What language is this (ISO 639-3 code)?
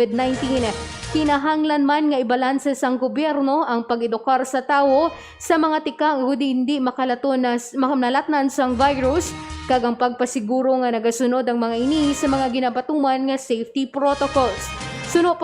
hil